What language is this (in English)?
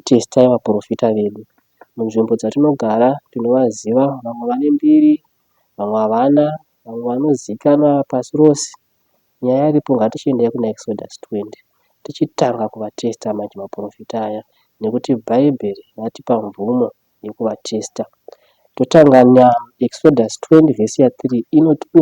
Shona